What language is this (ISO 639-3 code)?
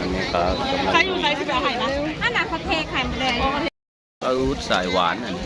tts